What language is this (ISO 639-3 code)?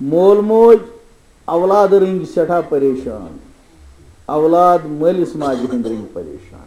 kas